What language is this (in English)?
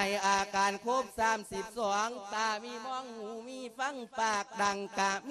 Lao